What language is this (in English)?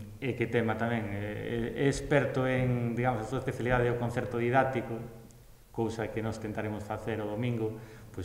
Galician